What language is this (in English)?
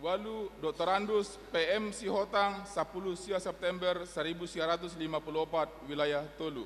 Batak Toba